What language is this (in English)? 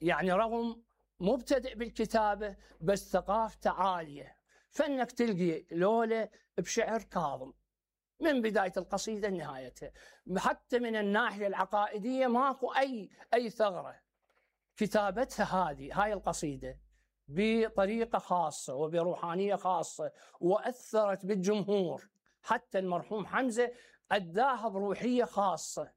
Mesopotamian Arabic